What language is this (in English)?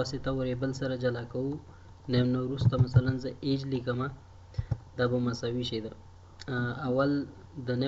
Pashto